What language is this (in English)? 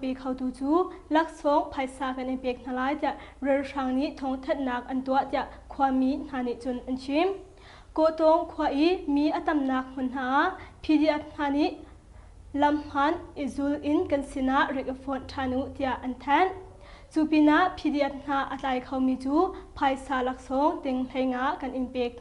Hakha Chin